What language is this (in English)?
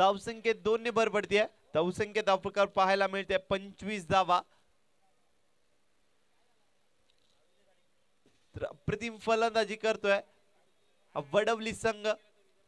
Marathi